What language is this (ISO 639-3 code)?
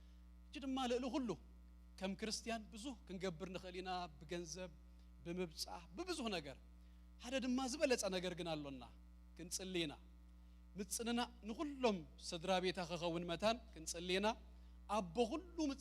tir